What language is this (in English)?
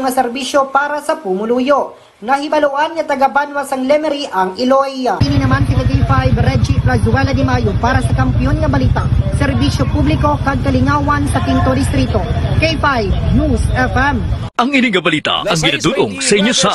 Hiligaynon